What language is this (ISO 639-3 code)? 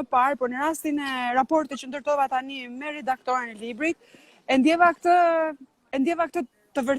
sqi